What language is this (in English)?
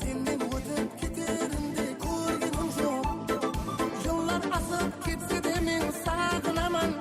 Kara-Kalpak